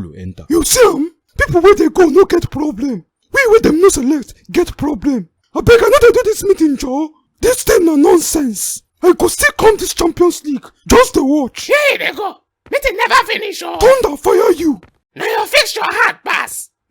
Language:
Nigerian Pidgin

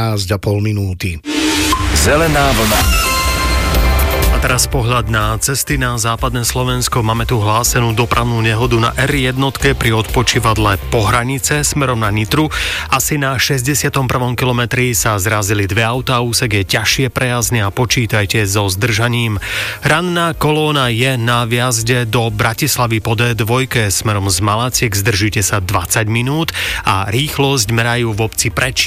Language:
Slovak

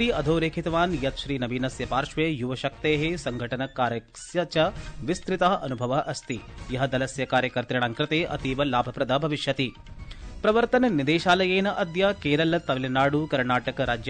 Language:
Sanskrit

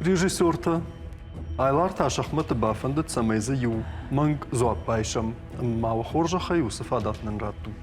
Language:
Ossetic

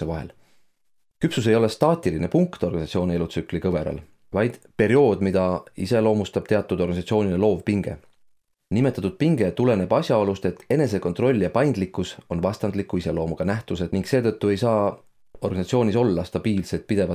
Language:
Estonian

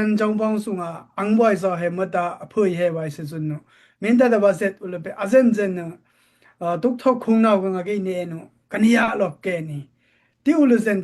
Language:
Daai Chin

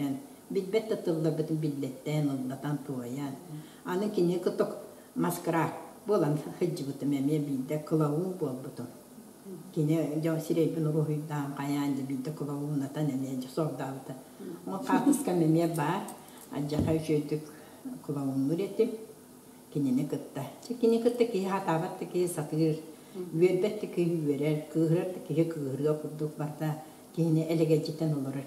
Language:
Yakut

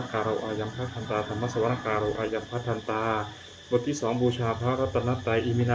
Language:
Pali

